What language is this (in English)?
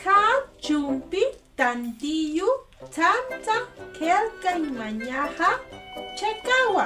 Aymara